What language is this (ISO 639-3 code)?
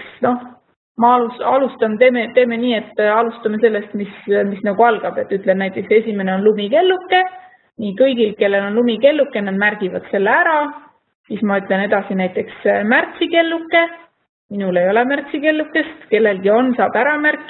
est